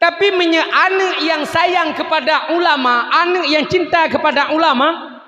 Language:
Achinese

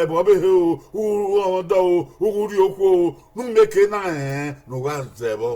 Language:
Bini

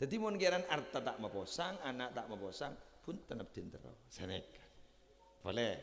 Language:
Madurese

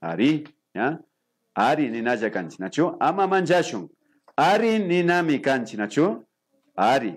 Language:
Imbabura Highland Quichua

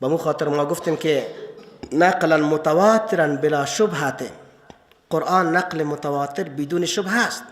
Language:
Persian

